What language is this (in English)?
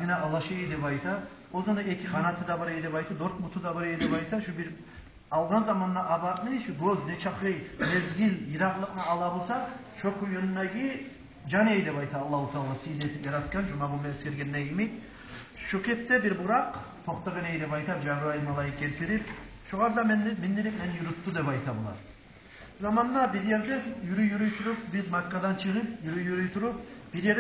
Kumyk